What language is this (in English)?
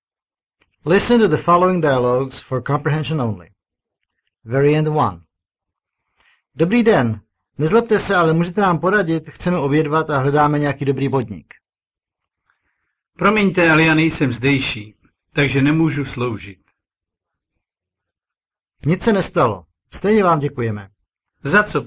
Czech